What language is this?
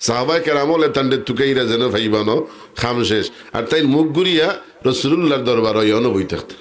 Sylheti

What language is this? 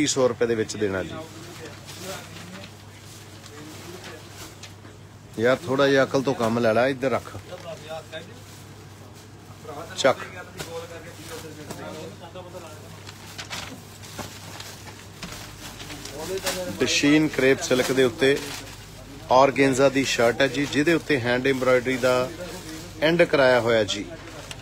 Punjabi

